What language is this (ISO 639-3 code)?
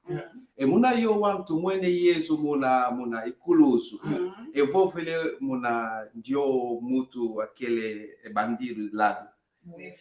kon